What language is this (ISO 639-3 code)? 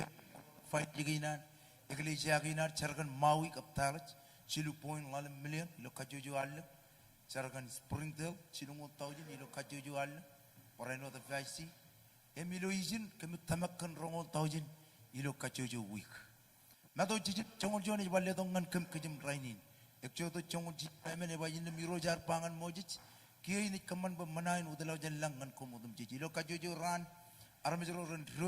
mah